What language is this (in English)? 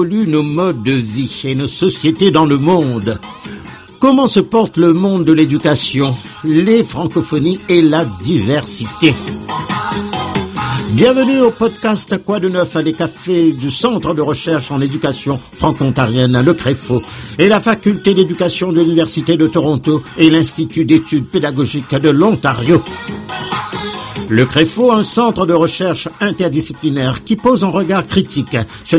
French